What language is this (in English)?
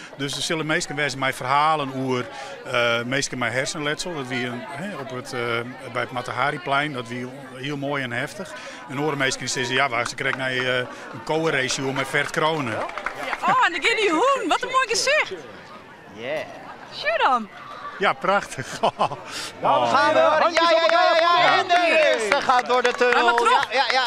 Western Frisian